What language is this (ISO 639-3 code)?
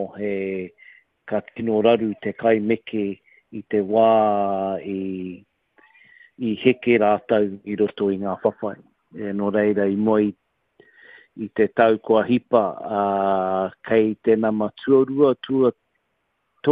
mri